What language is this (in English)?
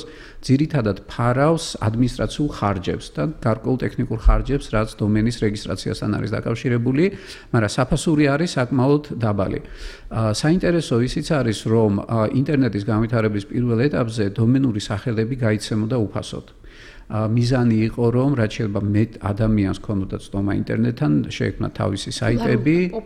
Georgian